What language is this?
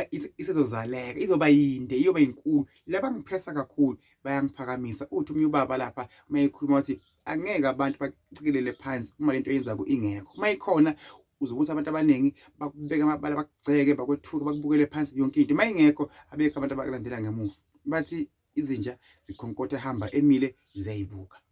Zulu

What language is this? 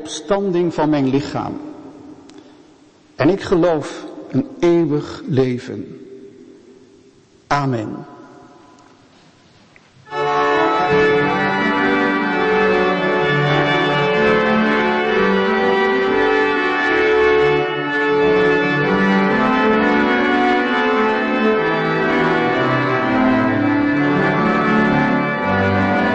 Dutch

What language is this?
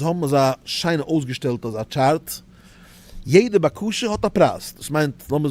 Yiddish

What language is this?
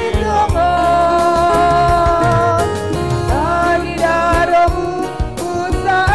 Batak Simalungun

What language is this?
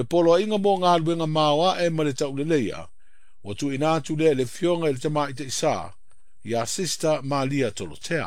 Samoan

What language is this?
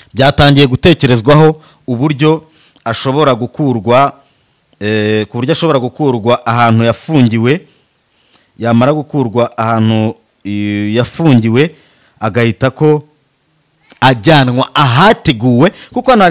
Kinyarwanda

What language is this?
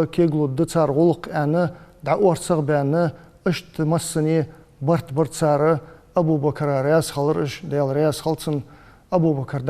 Ingush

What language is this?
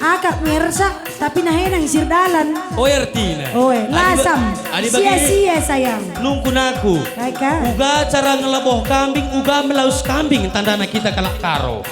Batak Karo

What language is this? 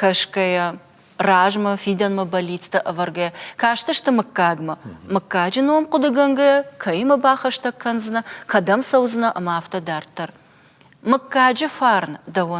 Ossetic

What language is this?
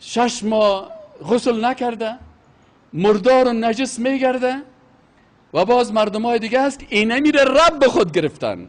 Persian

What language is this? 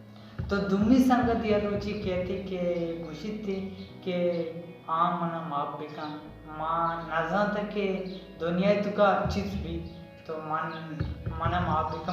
Baluchi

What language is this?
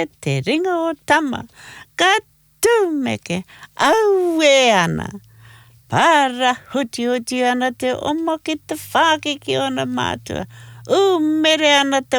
Māori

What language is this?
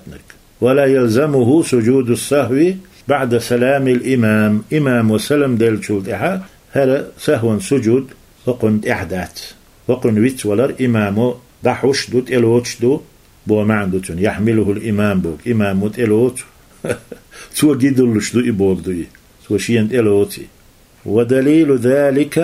Chechen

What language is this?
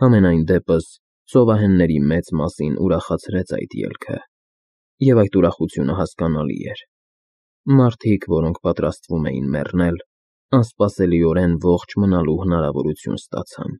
Armenian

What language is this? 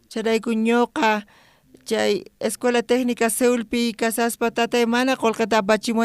South Bolivian Quechua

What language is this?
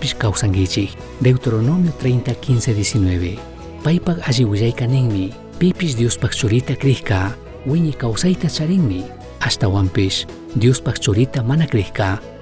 Chimborazo Highland Quichua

